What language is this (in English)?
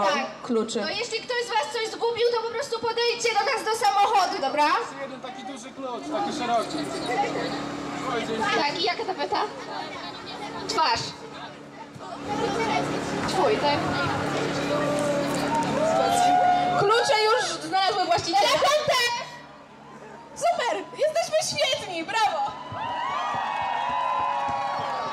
Polish